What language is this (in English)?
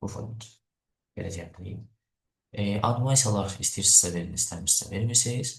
Azerbaijani